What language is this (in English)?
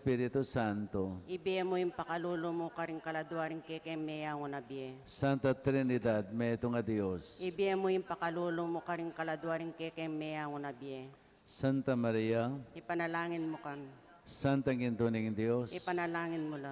Pampanga